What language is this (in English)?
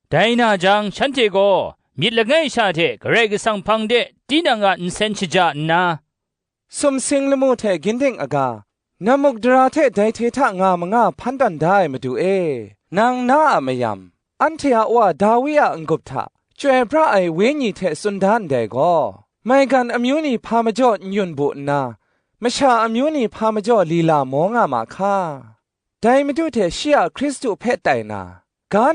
Kachin